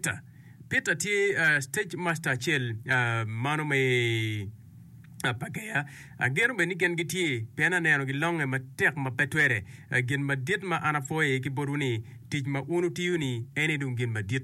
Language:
Acoli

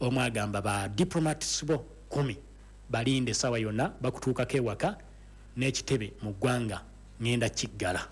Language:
Ganda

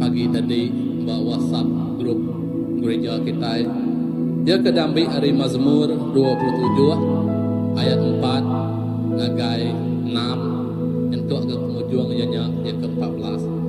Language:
Iban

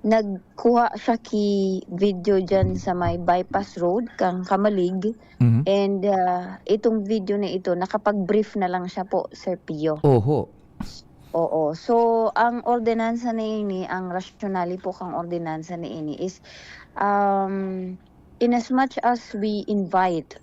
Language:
Bikol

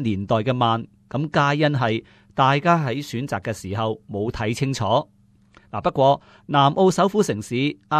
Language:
Cantonese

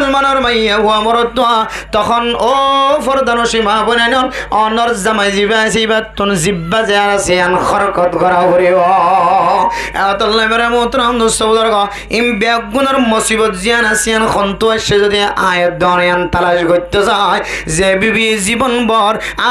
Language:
Rohingya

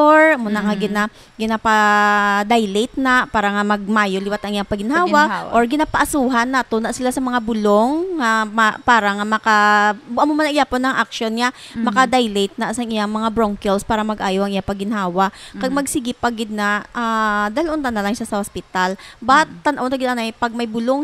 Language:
Hiligaynon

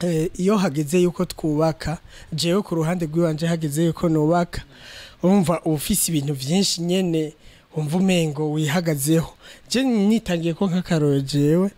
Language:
Rundi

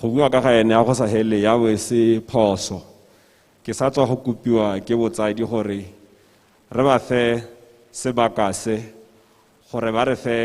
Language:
Tswana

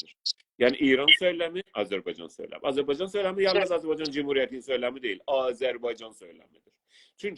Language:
South Azerbaijani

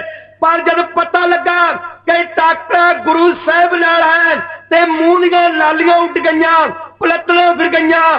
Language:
Punjabi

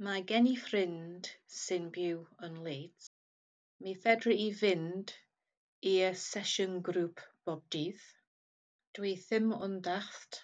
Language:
Welsh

